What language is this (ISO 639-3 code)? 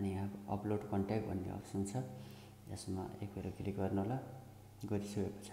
nep